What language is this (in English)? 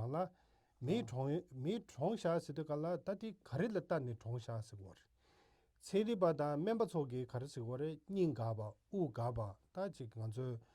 Tibetan